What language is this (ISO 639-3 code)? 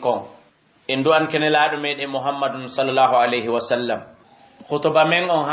ful